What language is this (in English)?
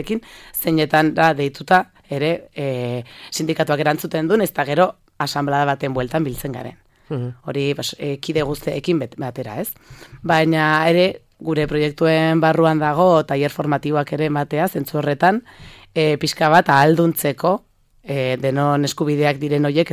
Basque